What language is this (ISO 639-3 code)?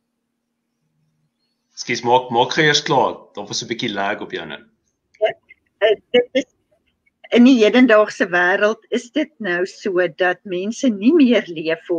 afr